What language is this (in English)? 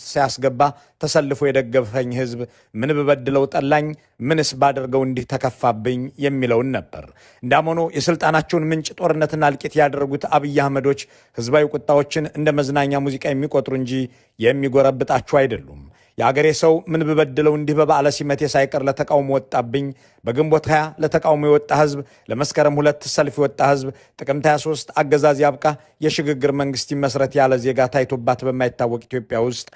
Amharic